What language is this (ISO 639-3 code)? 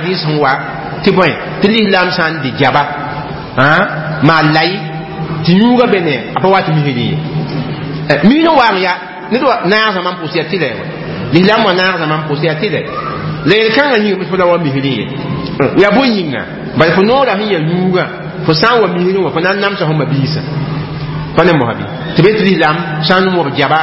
mos